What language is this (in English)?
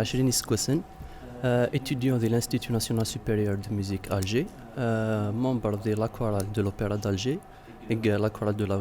Kabyle